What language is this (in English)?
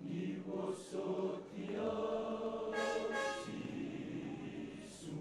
Fijian